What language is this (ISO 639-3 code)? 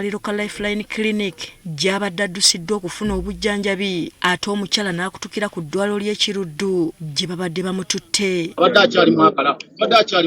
lug